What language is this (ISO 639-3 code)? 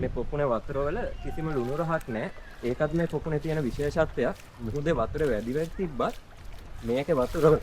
sin